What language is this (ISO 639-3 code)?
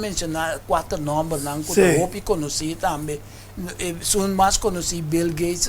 pap